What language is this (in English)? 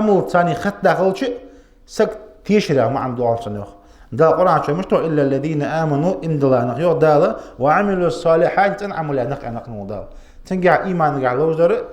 Ingush